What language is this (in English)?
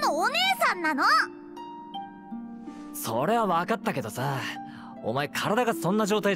Japanese